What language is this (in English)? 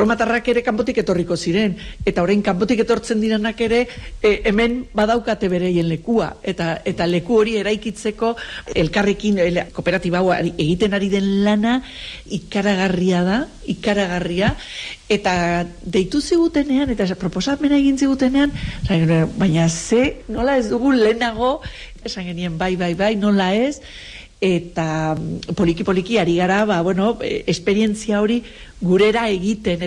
Basque